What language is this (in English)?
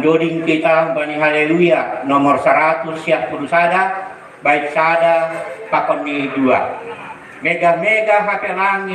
Batak Simalungun